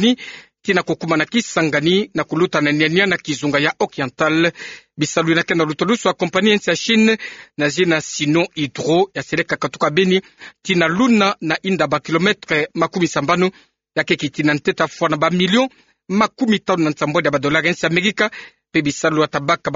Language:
Kituba (Democratic Republic of Congo)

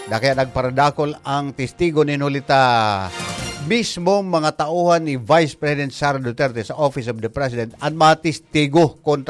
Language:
Bikol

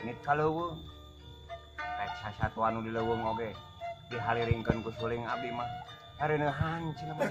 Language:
Sundanese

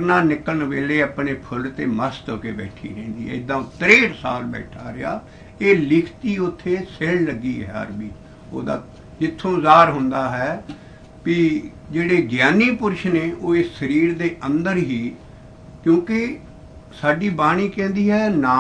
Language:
Punjabi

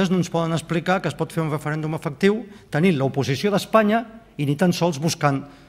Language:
Catalan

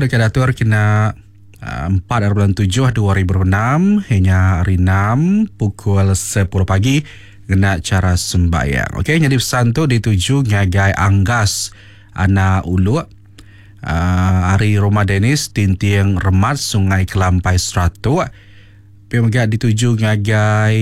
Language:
Iban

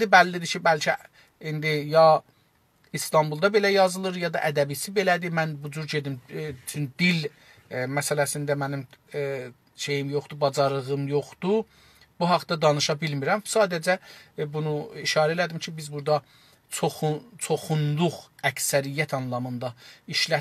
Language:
South Azerbaijani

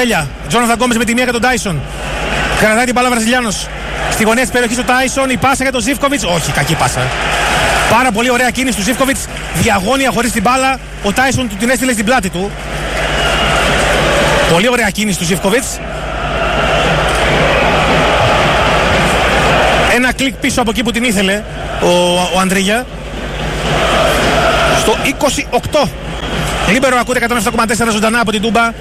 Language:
Greek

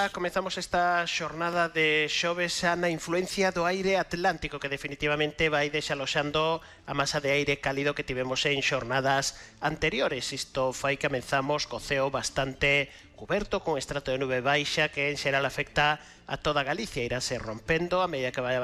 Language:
Galician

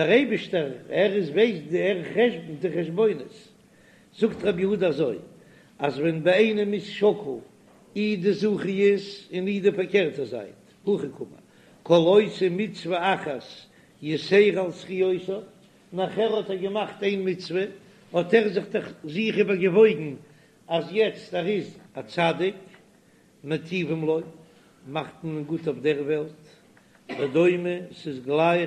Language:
Yiddish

